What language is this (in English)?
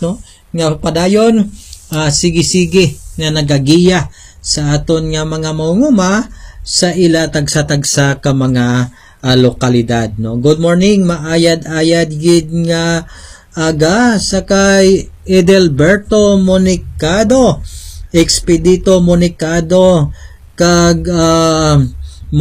Hiligaynon